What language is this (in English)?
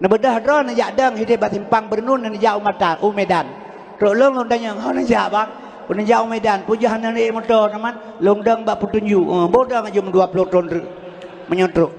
Achinese